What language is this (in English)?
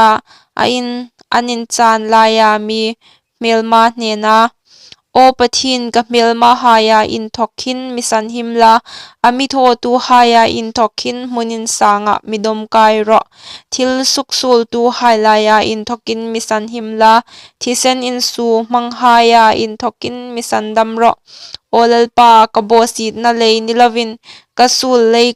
Hmar